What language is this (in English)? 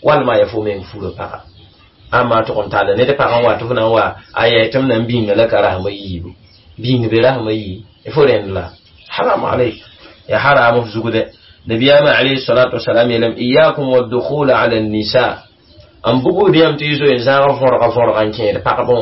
Mossi